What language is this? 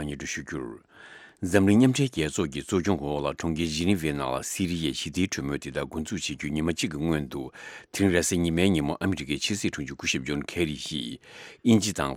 Tibetan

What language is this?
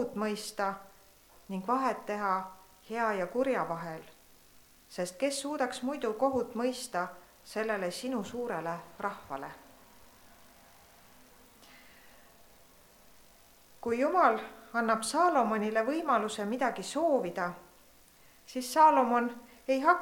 Estonian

